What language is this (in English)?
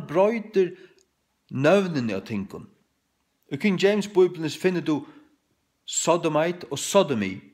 Faroese